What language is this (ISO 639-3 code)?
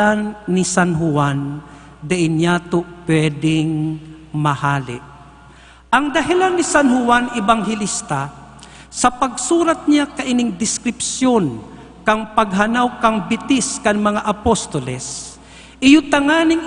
bik